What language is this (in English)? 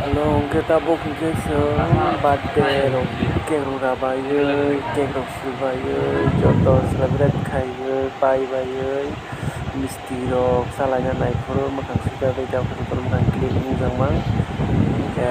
Kok Borok